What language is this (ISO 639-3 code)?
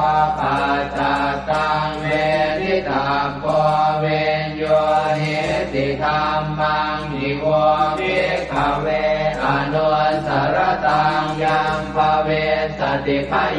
pli